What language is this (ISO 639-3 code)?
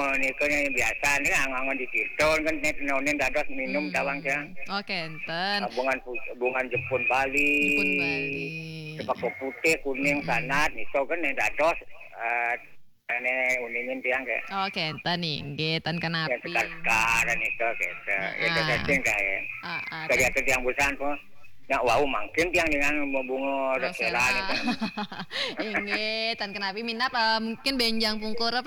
ban